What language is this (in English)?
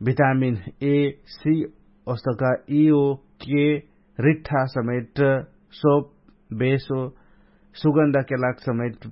Dangaura Tharu